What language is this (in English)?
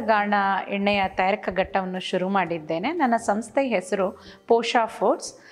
Kannada